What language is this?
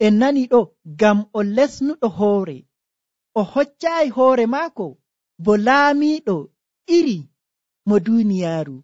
Nigerian Fulfulde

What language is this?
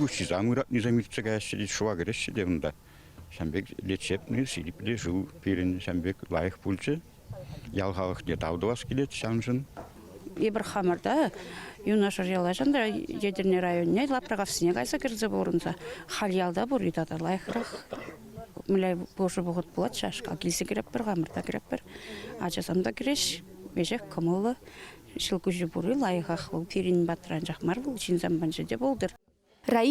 Chuvash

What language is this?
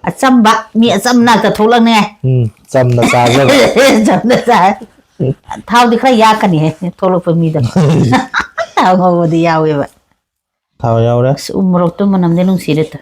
Manipuri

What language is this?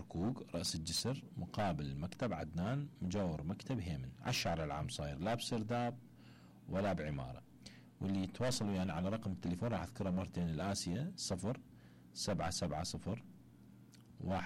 Mesopotamian Arabic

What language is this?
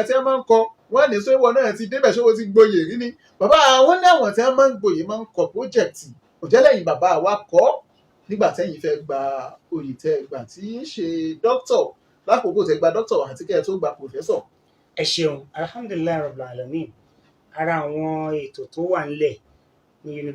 Yoruba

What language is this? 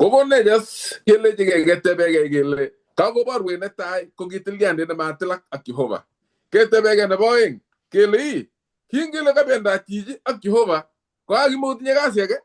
Kalenjin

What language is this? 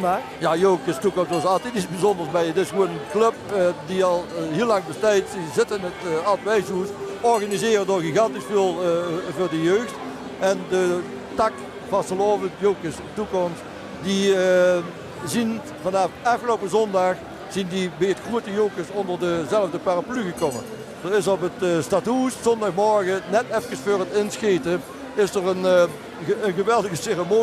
Limburgish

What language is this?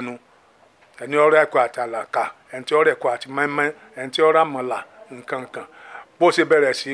Yoruba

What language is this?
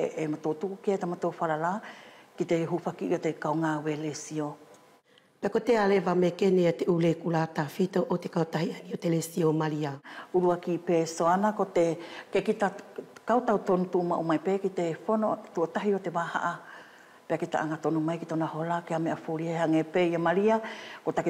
Wallisian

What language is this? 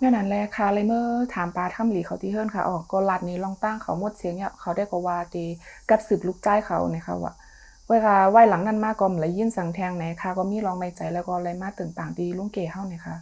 Shan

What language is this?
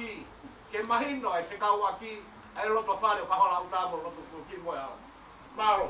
Tongan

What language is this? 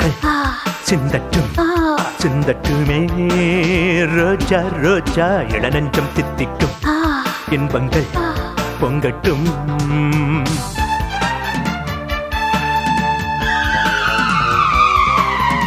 Tamil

